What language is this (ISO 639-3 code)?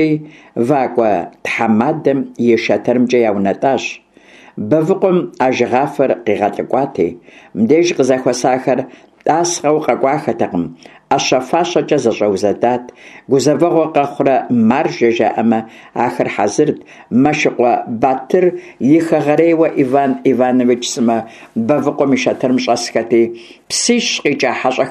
kbd